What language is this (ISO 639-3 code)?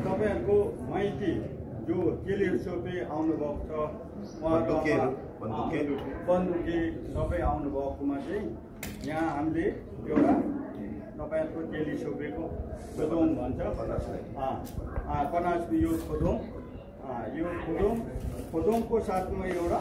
nep